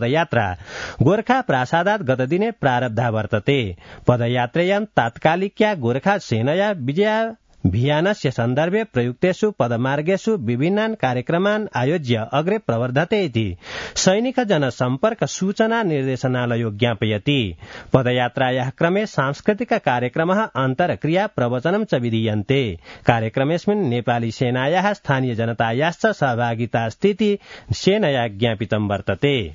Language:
Sanskrit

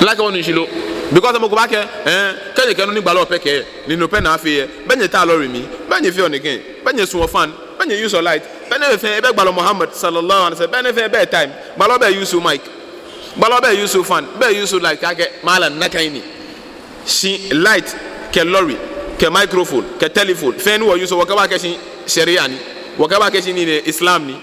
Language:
Ga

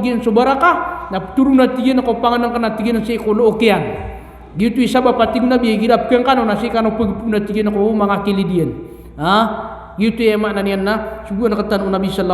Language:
Maranao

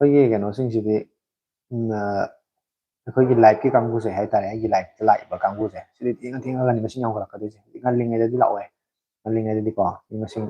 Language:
Manipuri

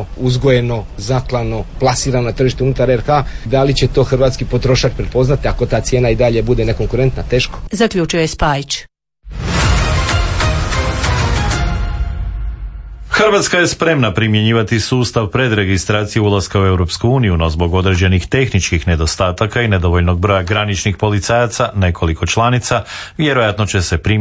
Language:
Croatian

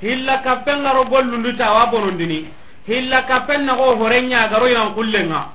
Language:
Soninke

